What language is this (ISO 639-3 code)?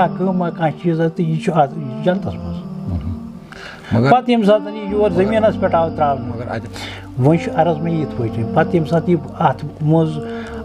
kas